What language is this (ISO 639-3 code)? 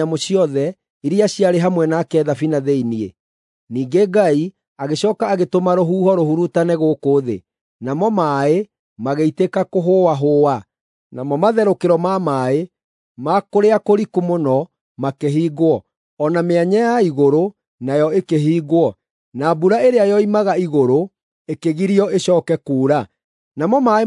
kik